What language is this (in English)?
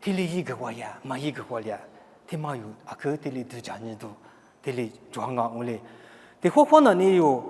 Lisu